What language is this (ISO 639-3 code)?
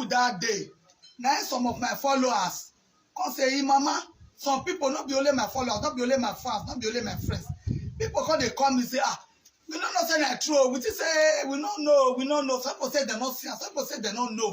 pcm